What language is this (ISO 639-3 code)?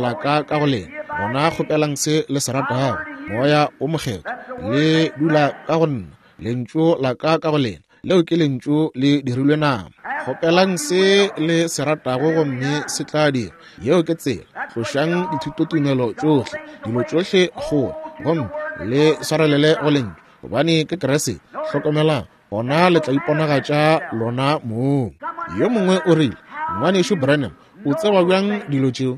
nso